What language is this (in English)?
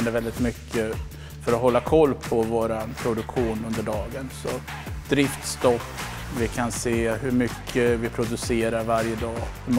Swedish